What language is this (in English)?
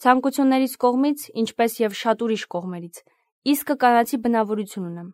Armenian